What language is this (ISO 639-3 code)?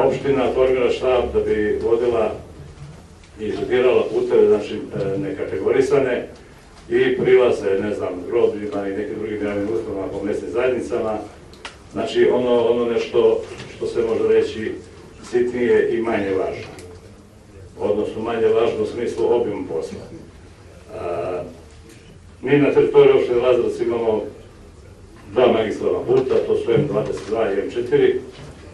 srp